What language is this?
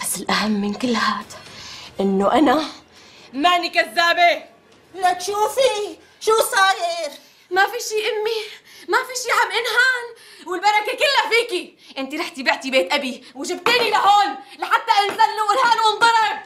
North Levantine Arabic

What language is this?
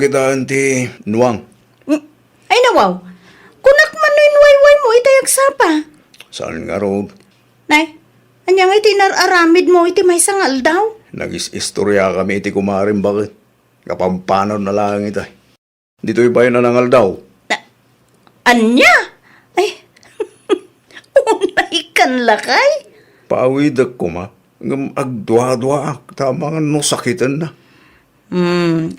Iloko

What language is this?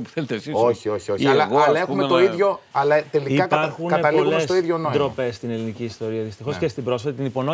Greek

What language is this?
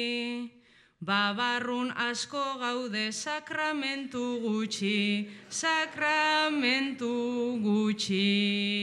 Basque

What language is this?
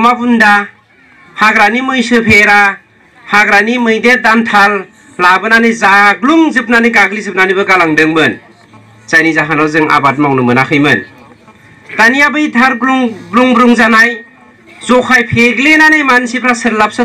Bodo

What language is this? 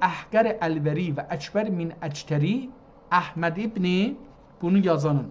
South Azerbaijani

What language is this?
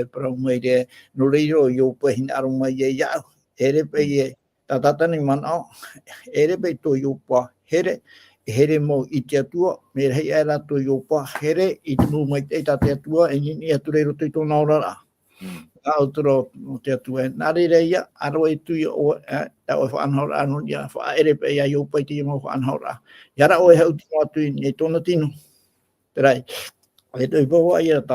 Tahitian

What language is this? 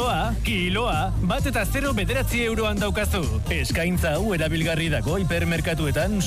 Basque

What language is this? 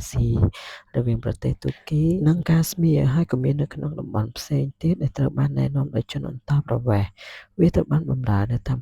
Khmer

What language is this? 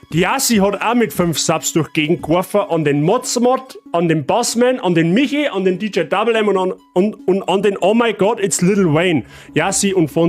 Bavarian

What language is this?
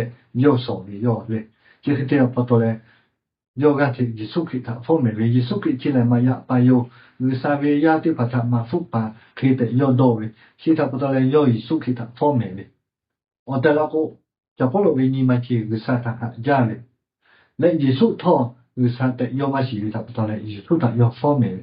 Lahu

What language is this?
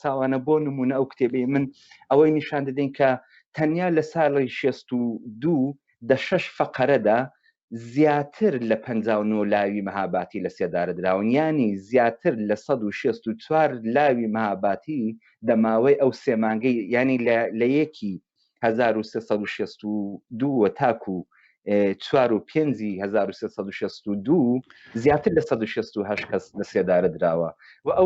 Central Kurdish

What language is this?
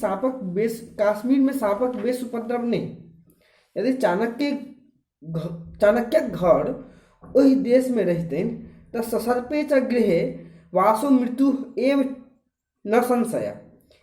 Maithili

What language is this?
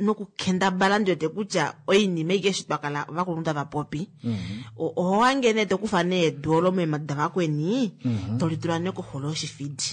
Kuanyama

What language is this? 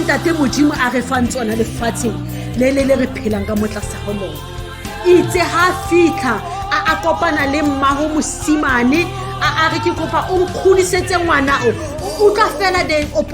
Southern Sotho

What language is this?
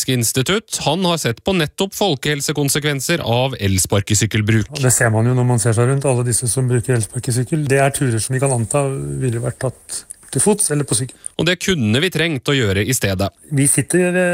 Norwegian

